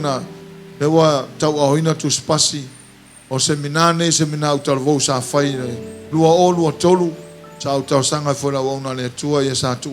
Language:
Samoan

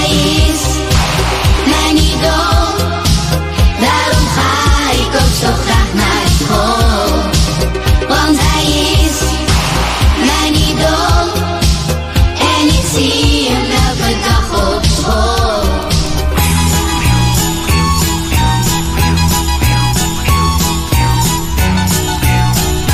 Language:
Dutch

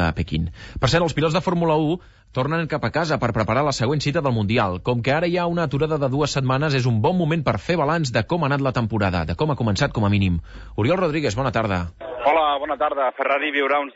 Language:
Catalan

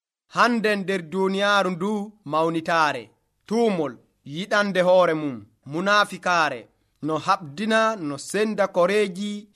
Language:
Nigerian Fulfulde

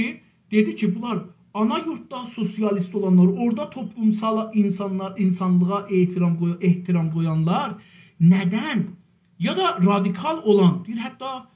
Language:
South Azerbaijani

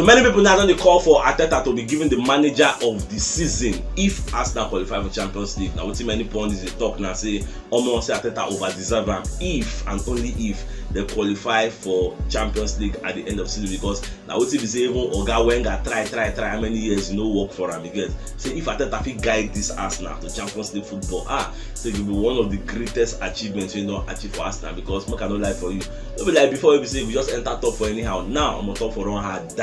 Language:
Nigerian Pidgin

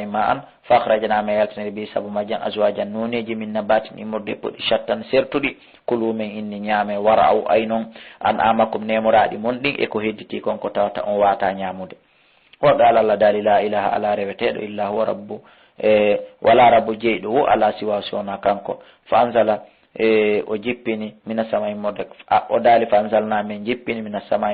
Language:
Fula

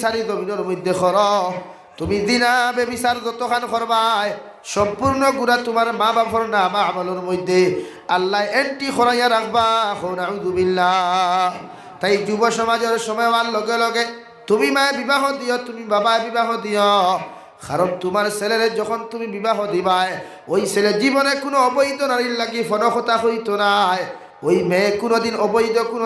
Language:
Sylheti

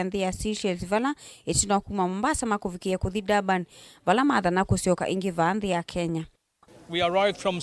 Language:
Kamba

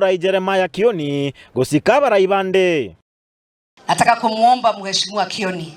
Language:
Gusii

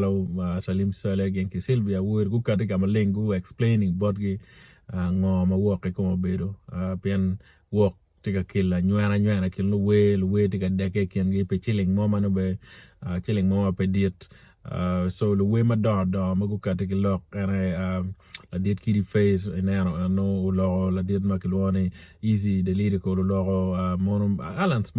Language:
Acoli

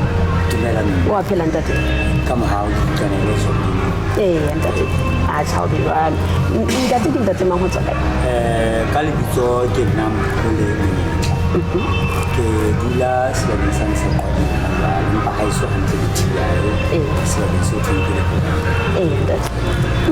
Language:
Southern Sotho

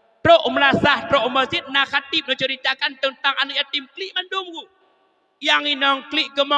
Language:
Achinese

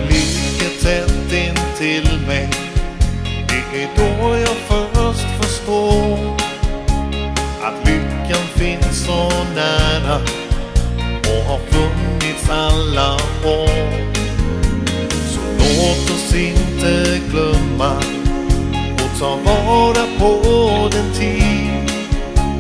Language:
Swedish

